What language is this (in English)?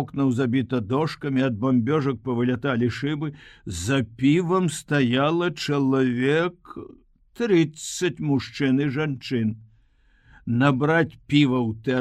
Belarusian